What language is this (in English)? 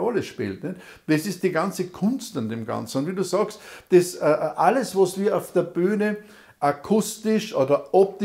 German